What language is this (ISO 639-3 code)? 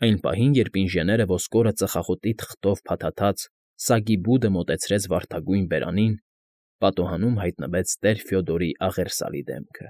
hye